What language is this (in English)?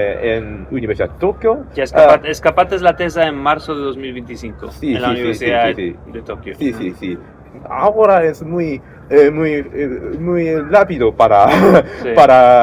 Ladino